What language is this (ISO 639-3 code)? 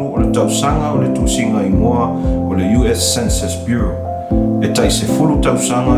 smo